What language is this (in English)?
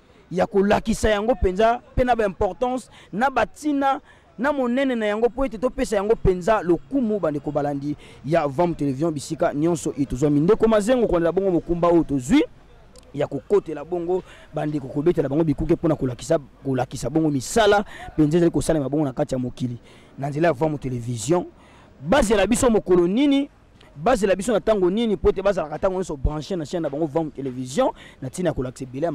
Lingala